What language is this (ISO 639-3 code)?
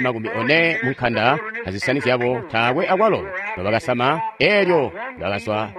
toi